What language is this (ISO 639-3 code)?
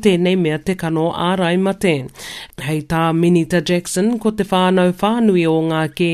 mri